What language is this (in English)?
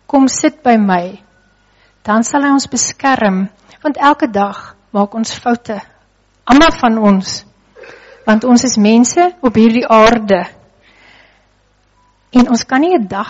Afrikaans